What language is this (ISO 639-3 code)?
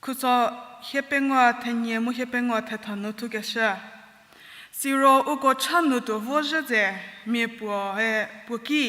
njm